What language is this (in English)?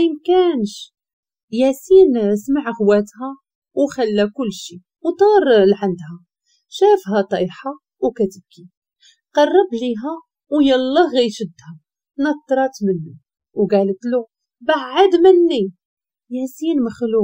Moroccan Arabic